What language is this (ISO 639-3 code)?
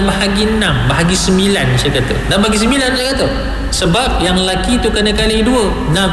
msa